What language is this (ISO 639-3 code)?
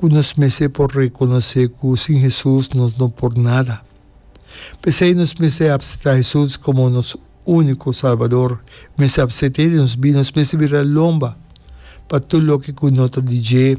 pap